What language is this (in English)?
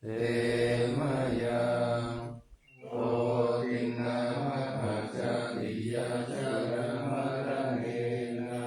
Pali